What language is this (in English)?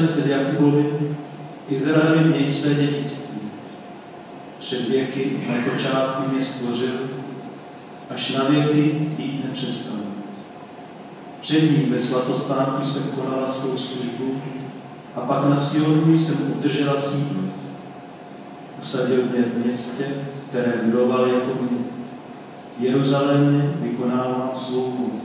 Czech